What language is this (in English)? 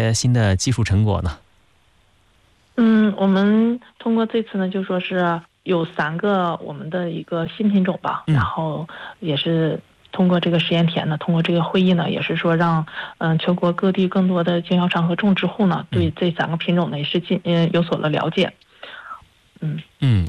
Chinese